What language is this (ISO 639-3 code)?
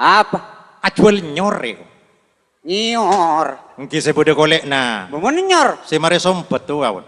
mad